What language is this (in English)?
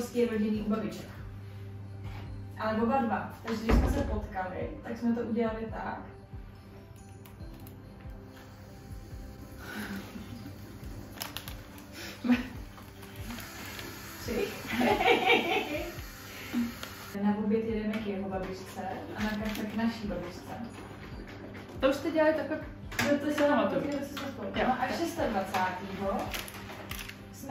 Czech